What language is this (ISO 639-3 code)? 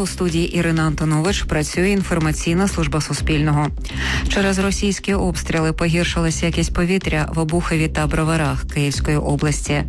ukr